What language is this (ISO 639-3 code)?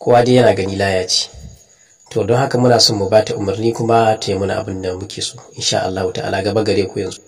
hau